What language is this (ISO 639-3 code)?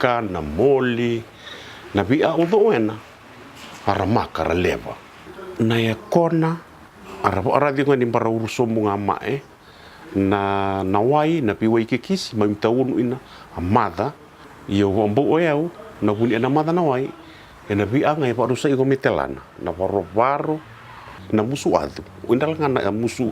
fij